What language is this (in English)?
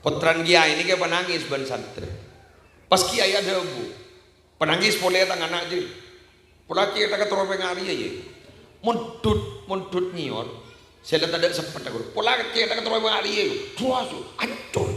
Madurese